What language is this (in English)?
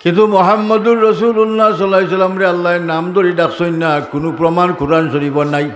Sylheti